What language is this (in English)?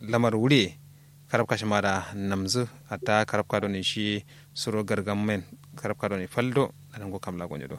Kanuri